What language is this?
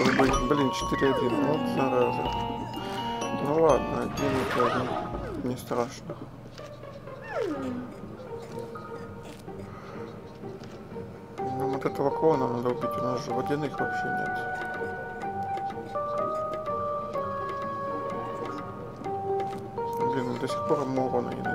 Russian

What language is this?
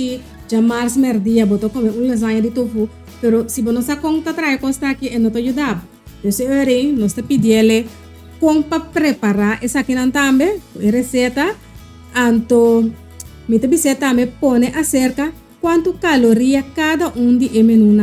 Papiamento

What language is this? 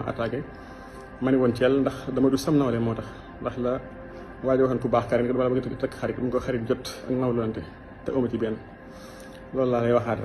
Wolof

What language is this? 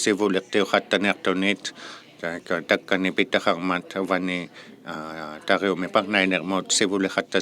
Inuktitut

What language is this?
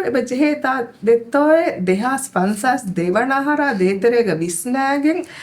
Divehi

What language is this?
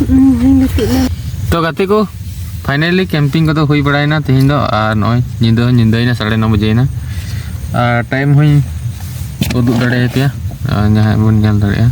Santali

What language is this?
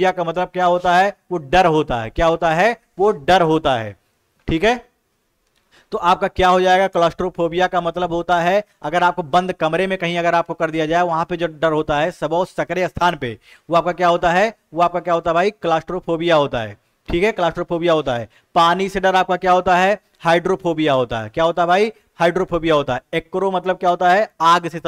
Hindi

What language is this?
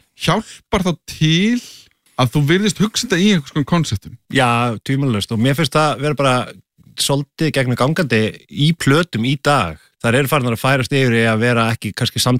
Icelandic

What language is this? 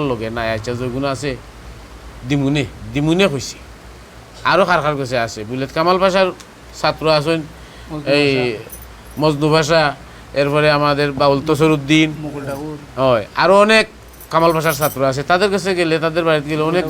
Sylheti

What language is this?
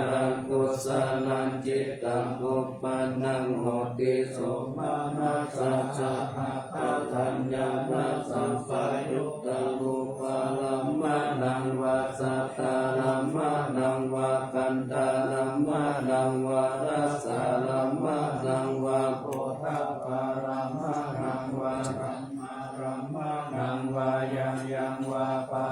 Pali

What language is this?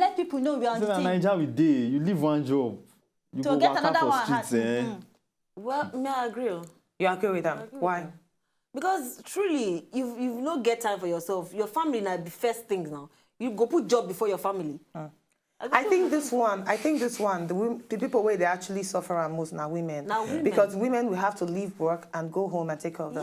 Nigerian Pidgin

